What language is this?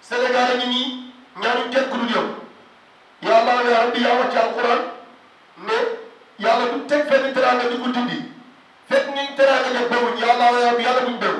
Wolof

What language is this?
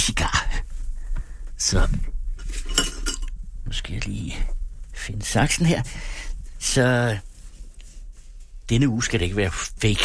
Danish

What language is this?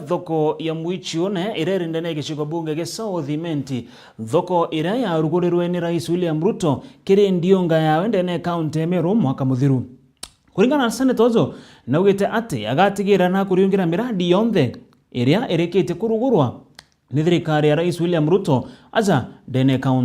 Meru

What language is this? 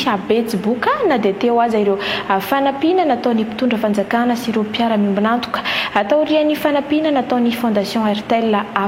Malagasy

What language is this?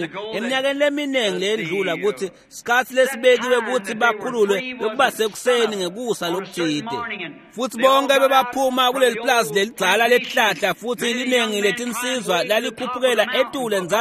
Swati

